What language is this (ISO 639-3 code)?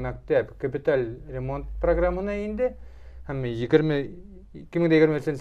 bak